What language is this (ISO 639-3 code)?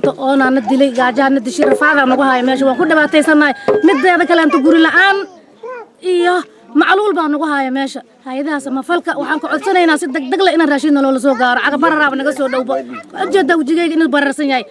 som